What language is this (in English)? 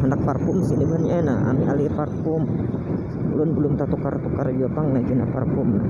Banjar